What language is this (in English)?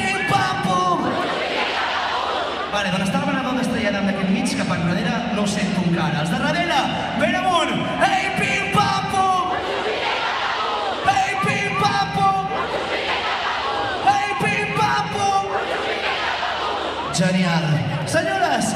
Catalan